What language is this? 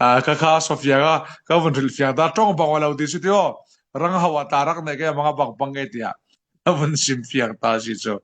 Falam Chin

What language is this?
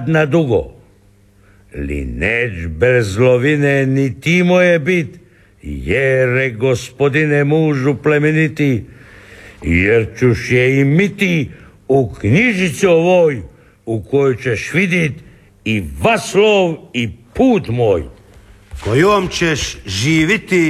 Croatian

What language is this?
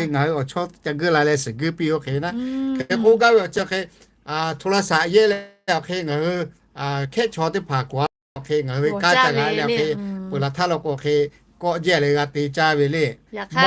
Lahu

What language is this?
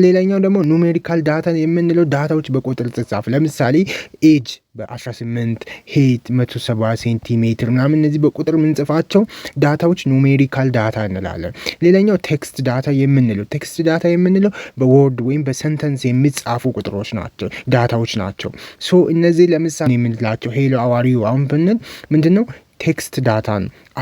Amharic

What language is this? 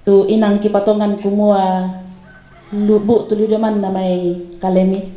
Toraja-Sa'dan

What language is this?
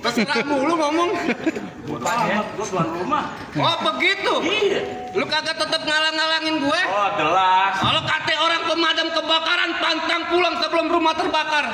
Betawi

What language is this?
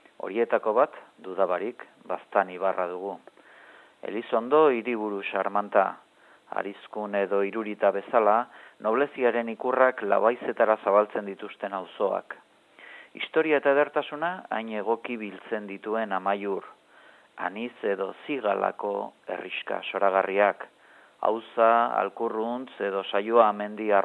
Basque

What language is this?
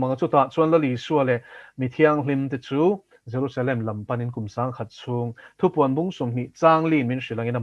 Mizo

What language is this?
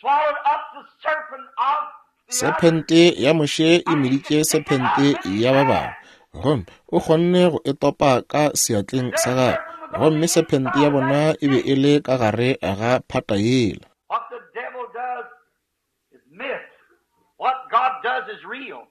Northern Sotho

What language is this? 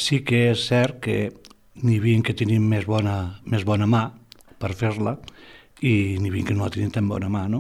Catalan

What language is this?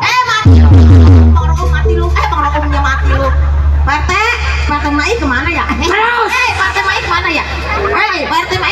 Betawi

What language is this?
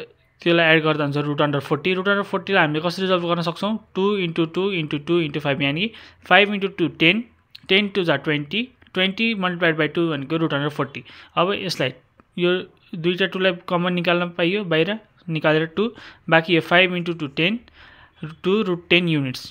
Nepali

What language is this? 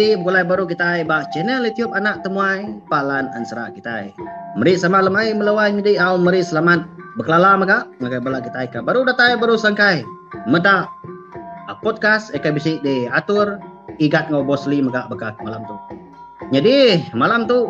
Iban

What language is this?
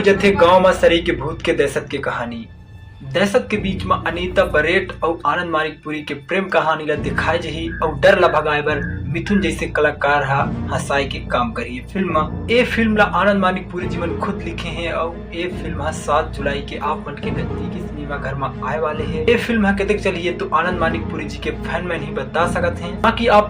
Chhattisgarhi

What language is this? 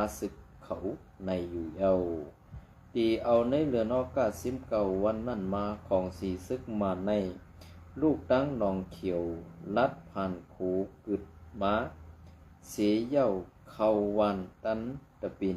Shan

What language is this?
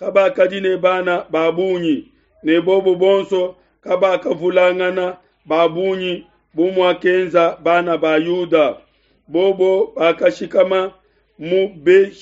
Luba-Lulua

